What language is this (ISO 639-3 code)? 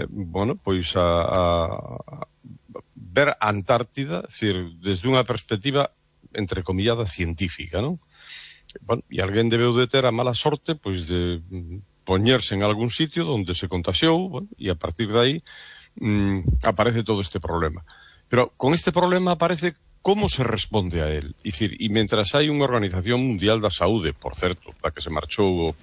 glg